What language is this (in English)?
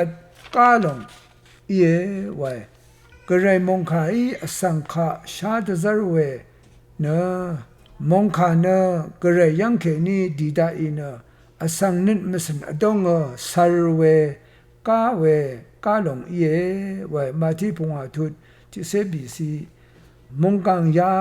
Rawang